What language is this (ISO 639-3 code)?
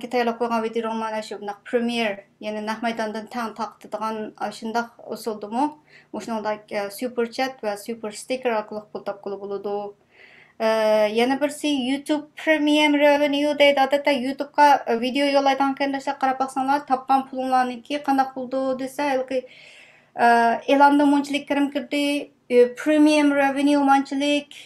uig